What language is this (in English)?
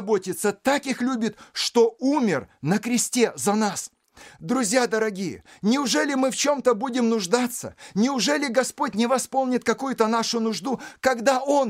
Russian